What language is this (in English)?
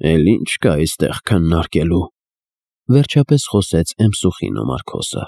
Armenian